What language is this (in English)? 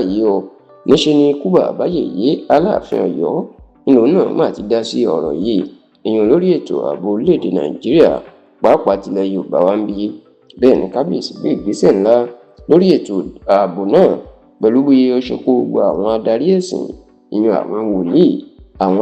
Yoruba